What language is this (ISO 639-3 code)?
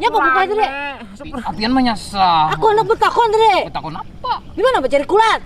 bjn